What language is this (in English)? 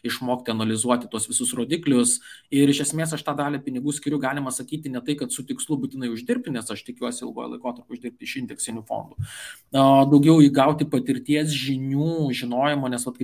Lithuanian